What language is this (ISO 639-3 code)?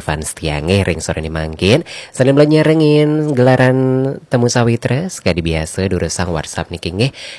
ban